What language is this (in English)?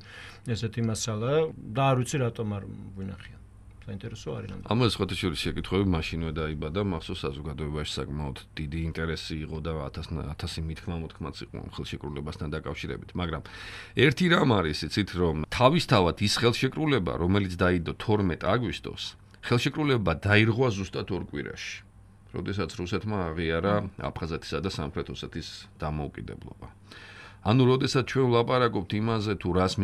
Georgian